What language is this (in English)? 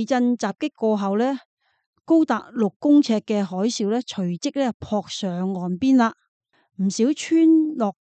Cantonese